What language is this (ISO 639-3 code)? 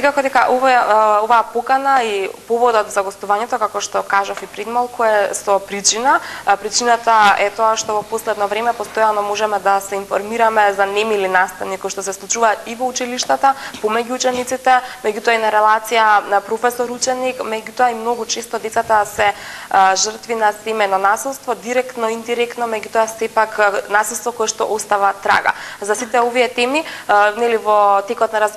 mkd